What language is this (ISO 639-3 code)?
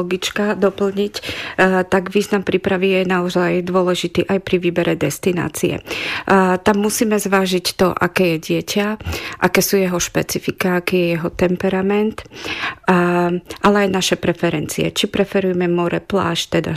slk